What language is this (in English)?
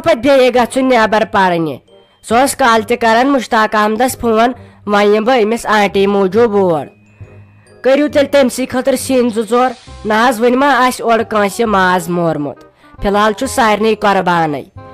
Kashmiri